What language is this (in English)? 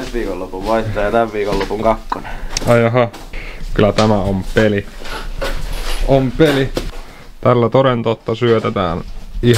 Finnish